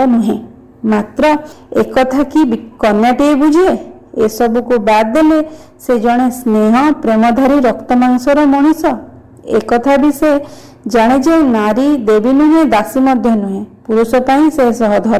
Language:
Odia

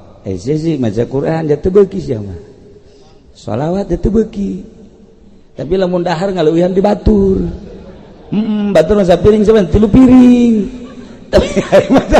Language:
Sundanese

